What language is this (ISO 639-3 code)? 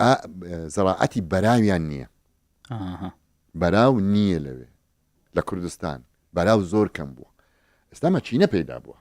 ckb